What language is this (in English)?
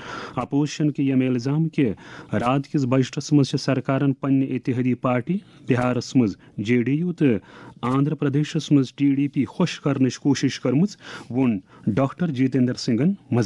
Kashmiri